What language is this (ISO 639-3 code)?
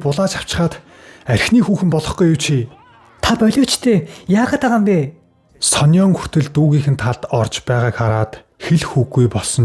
mon